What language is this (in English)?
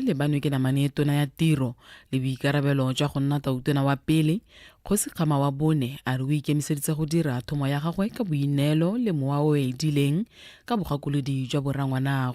Tswana